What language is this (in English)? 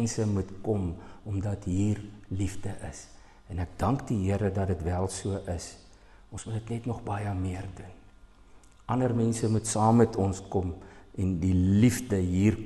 Afrikaans